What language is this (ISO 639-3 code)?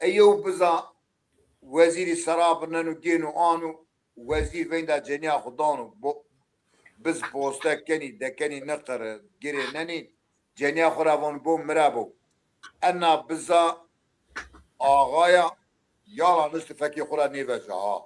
zza